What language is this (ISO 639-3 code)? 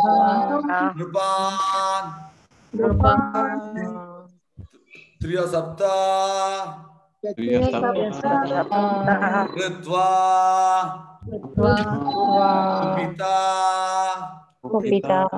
kan